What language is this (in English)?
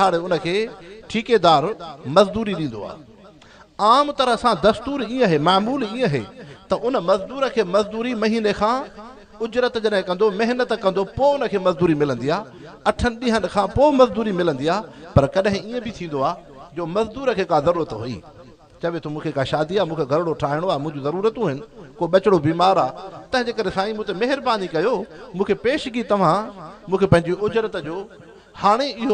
Sindhi